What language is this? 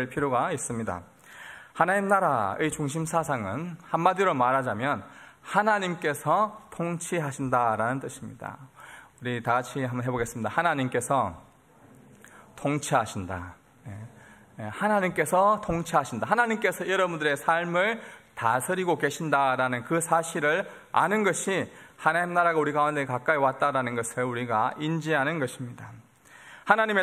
Korean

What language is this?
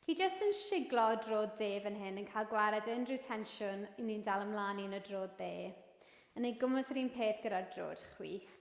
Welsh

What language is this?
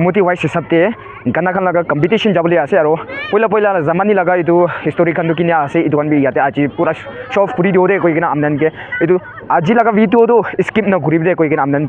Naga Pidgin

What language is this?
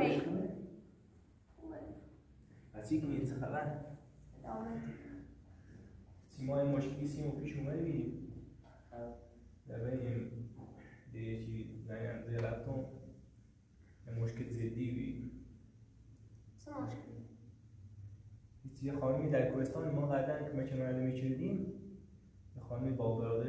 Persian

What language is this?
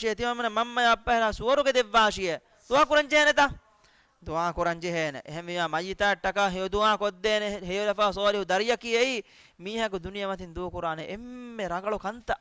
Divehi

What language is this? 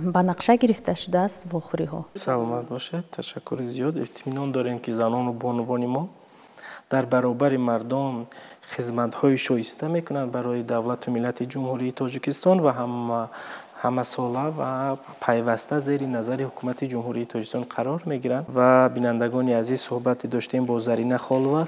Tajik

